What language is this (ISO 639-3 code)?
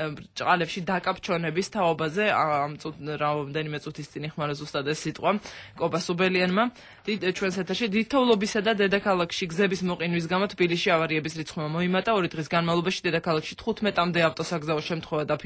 kat